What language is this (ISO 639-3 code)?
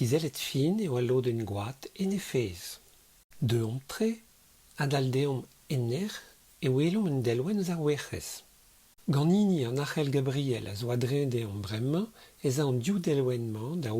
bre